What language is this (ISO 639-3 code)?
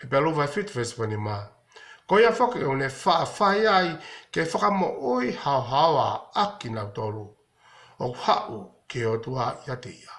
ton